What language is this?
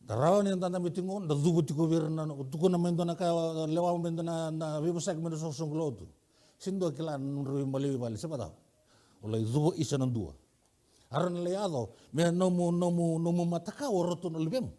Fijian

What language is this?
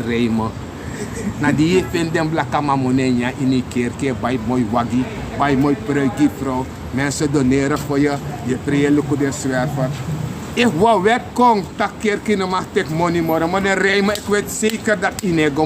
Sranan Tongo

